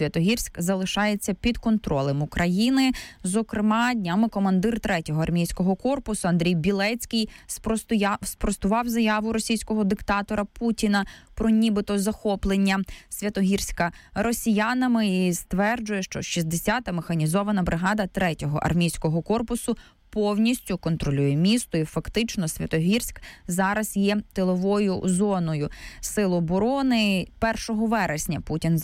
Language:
Ukrainian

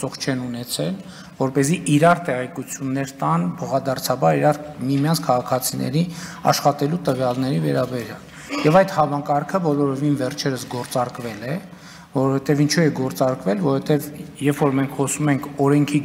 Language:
Armenian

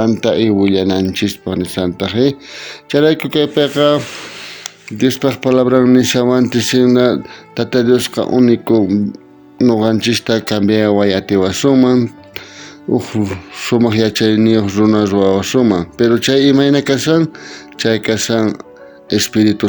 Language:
South Bolivian Quechua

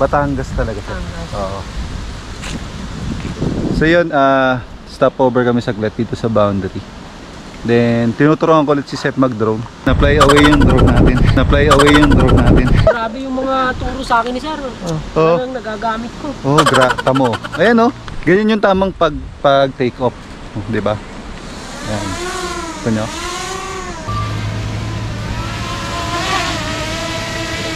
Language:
Filipino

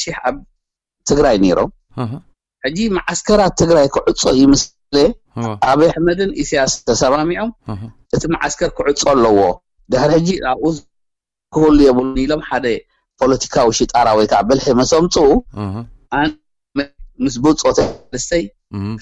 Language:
Tigrinya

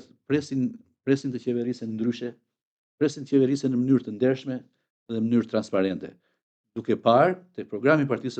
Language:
Albanian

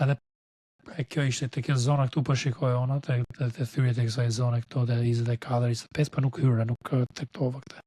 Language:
Albanian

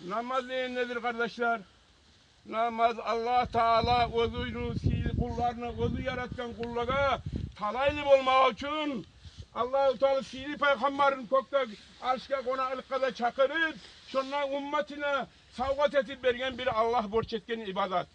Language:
Kumyk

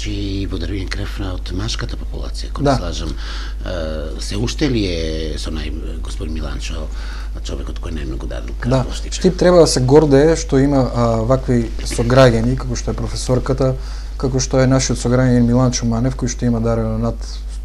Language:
Macedonian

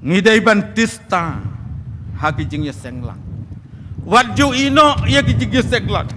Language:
Khasi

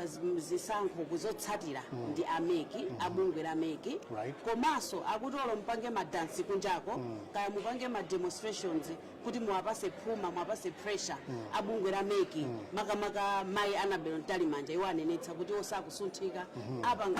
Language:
Nyanja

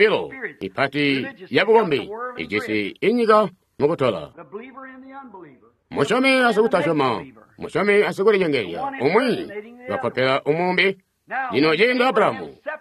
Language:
Tonga (Zambia)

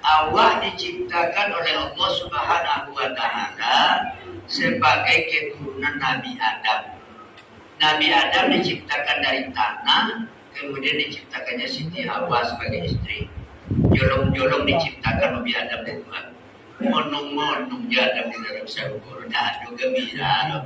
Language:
Minangkabau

